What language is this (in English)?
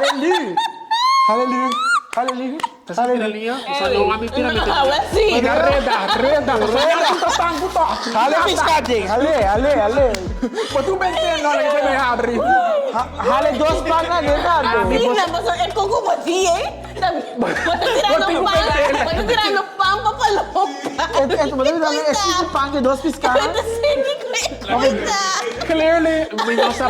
Papiamento